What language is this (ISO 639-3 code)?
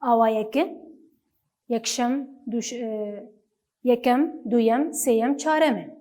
kur